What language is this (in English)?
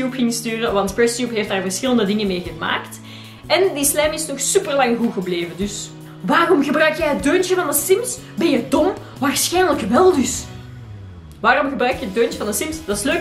Dutch